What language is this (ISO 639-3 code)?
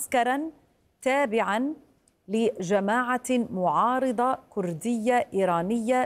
ara